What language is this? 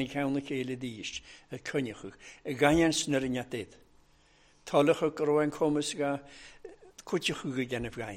Welsh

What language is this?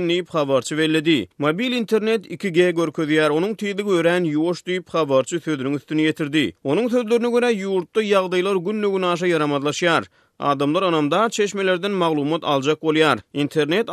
Turkmen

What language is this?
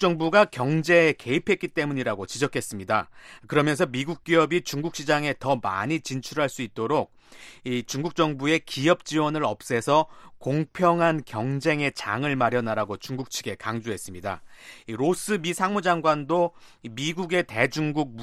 Korean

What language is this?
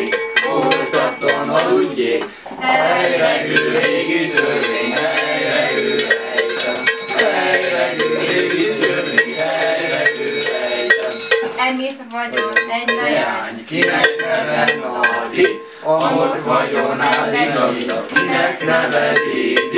Hungarian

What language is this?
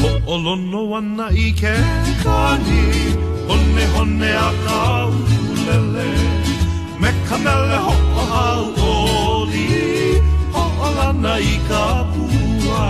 Hawaiian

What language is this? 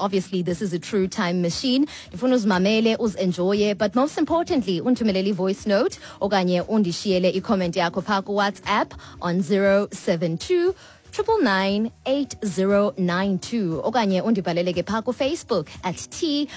Xhosa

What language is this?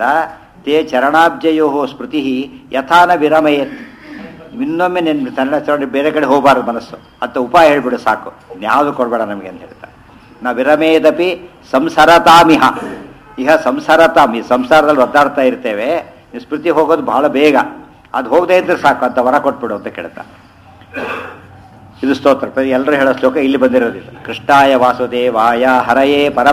Kannada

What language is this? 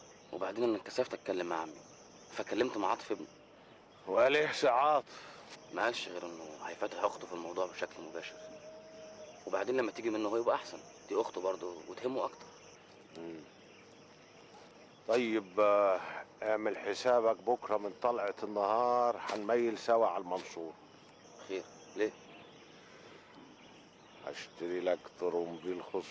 Egyptian Arabic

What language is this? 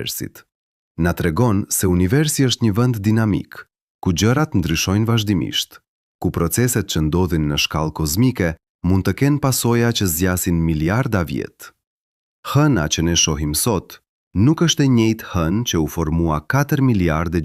Albanian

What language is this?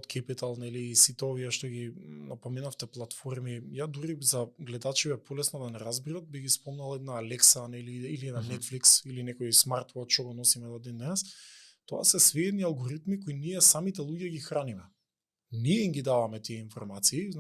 Macedonian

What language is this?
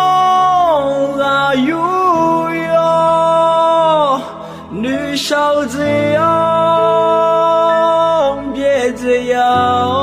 Akha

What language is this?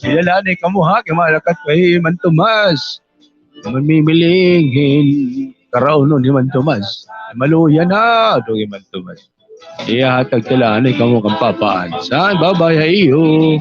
Waray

